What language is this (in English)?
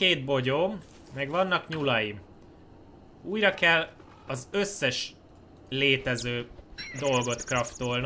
Hungarian